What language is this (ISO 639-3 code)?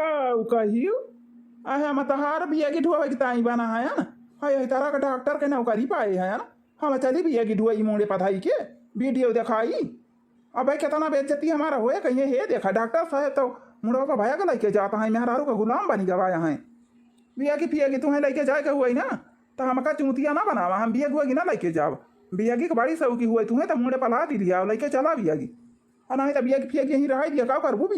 awa